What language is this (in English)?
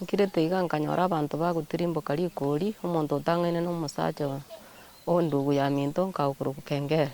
Gusii